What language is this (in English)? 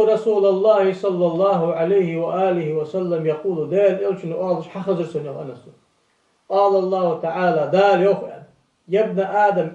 Ingush